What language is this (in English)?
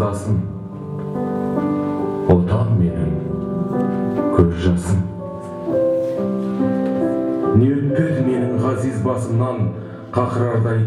Kazakh